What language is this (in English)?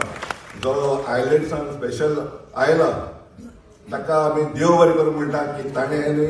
Konkani